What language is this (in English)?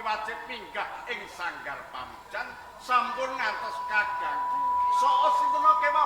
Javanese